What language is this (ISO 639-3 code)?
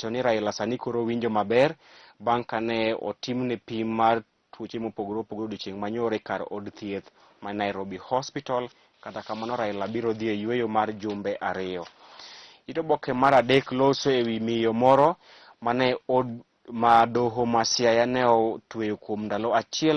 luo